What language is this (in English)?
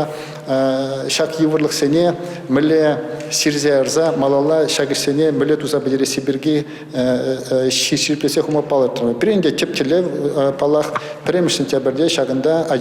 Chuvash